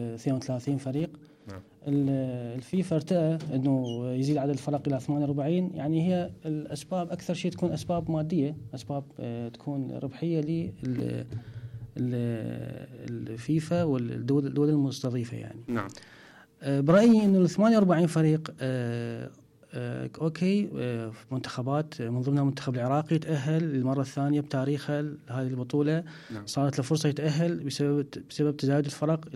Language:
Mesopotamian Arabic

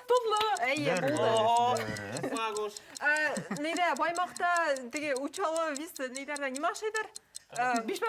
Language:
Bashkir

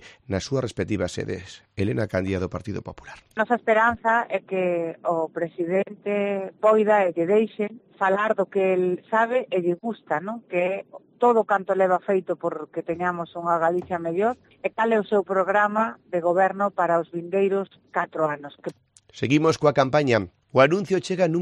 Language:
Galician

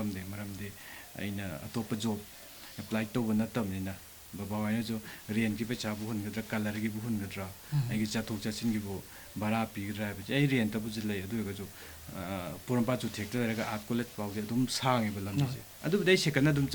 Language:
Manipuri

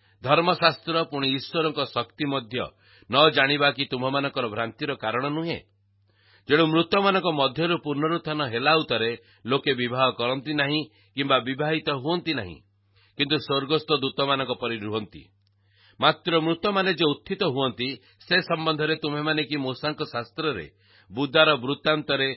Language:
Odia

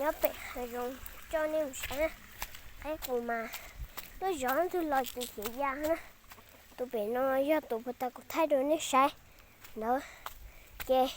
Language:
Hmong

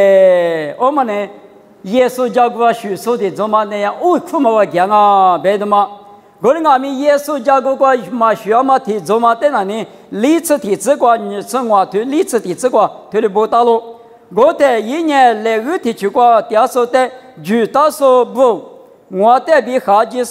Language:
Lisu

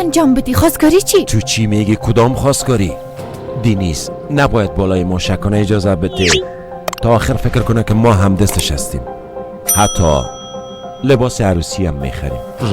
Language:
Persian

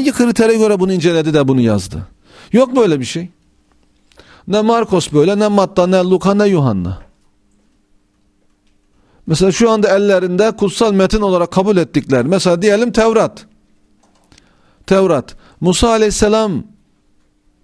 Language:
Turkish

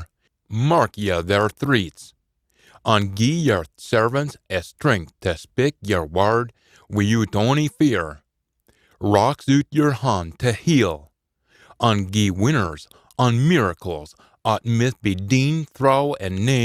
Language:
Scots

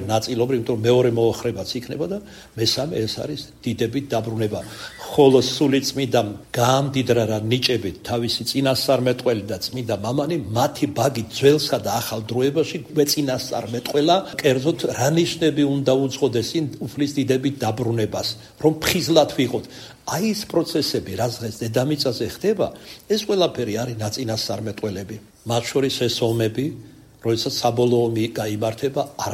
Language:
Georgian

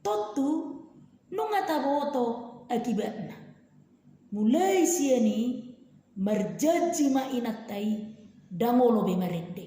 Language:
Batak Toba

